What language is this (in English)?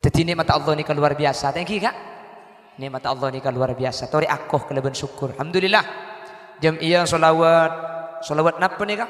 Madurese